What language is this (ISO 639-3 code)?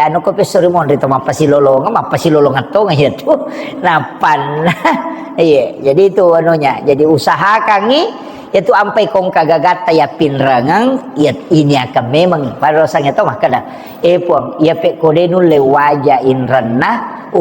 bug